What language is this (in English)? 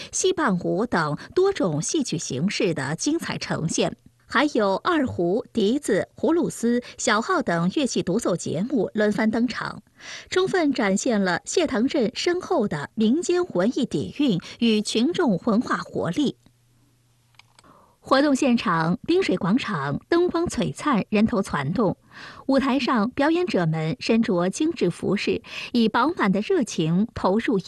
Chinese